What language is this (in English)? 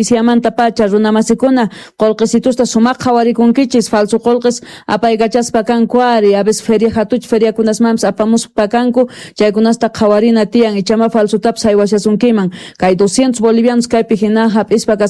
South Bolivian Quechua